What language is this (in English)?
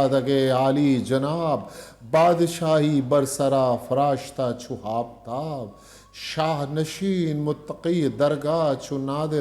Eastern Balochi